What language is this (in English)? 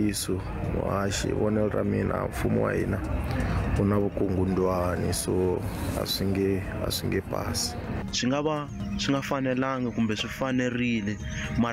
Tsonga